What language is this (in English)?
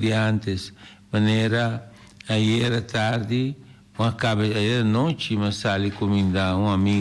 Papiamento